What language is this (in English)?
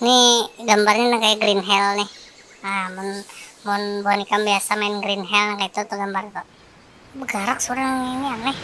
Banjar